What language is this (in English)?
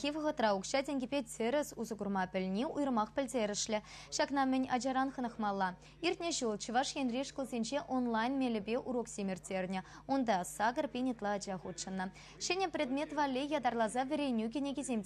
Chuvash